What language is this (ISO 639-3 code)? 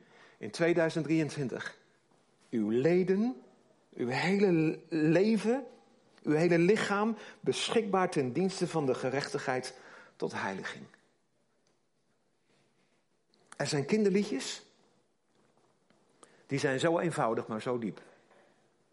nld